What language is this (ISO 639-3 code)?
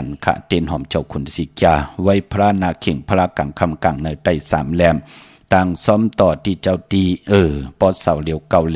shn